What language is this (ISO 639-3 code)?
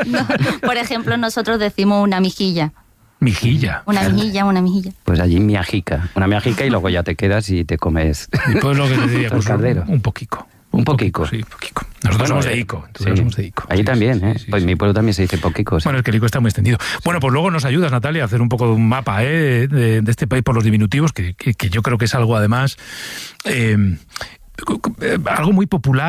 spa